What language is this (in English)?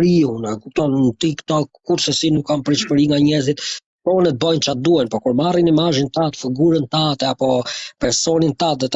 Albanian